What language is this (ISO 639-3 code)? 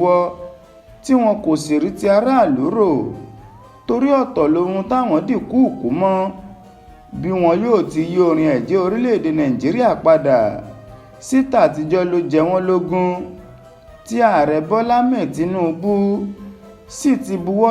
yor